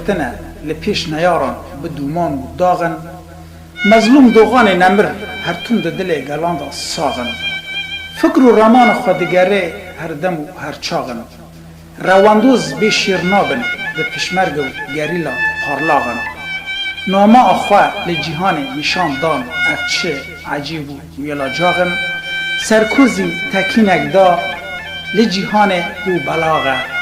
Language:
Kurdish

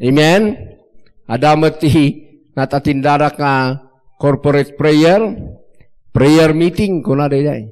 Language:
Iloko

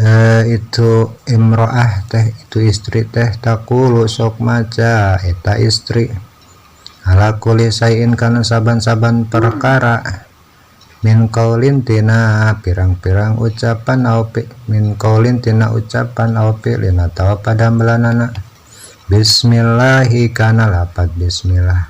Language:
Sundanese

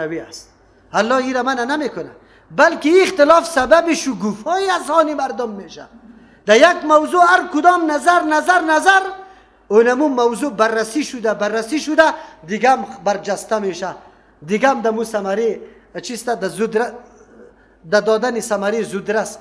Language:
Persian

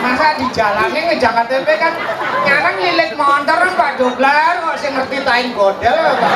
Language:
Balinese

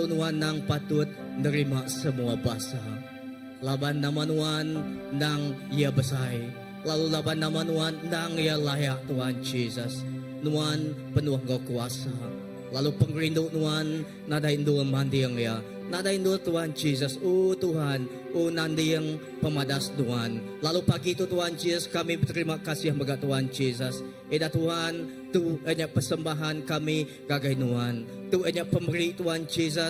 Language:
Iban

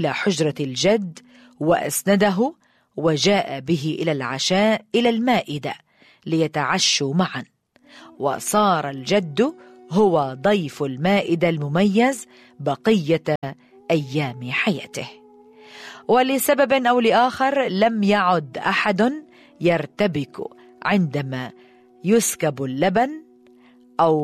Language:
Egyptian Arabic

